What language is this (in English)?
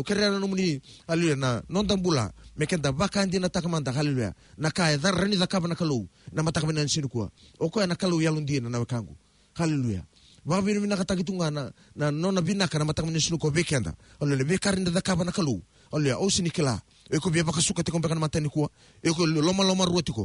Fijian